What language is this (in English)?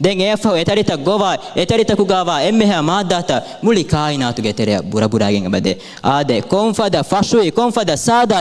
Divehi